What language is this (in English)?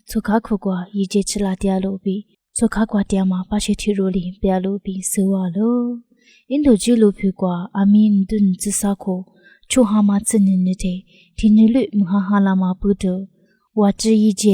Lisu